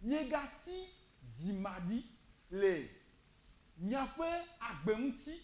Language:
Ewe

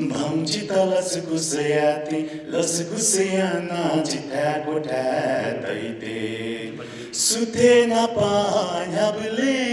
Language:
Newari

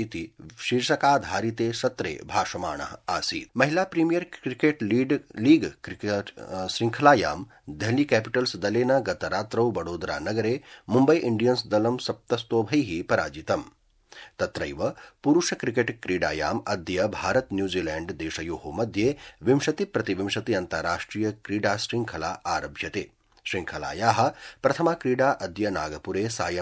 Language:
Sanskrit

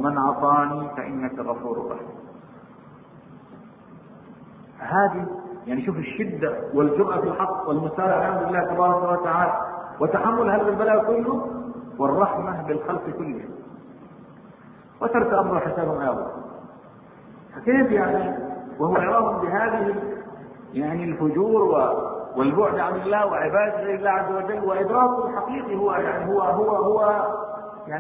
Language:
Arabic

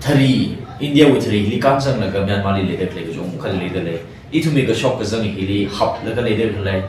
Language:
Tangkhul Naga (India)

